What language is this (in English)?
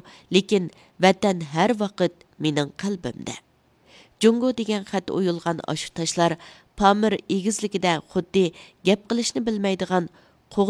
Uyghur